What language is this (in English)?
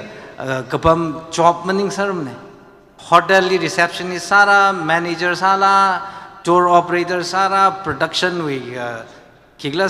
Tangkhul Naga (India)